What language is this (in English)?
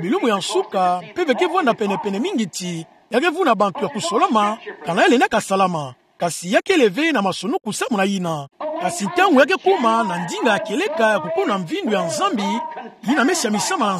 Kituba (Democratic Republic of Congo)